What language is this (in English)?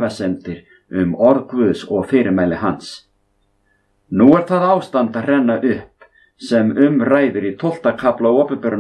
Icelandic